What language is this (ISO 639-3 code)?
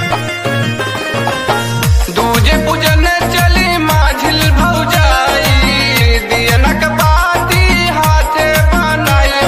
bho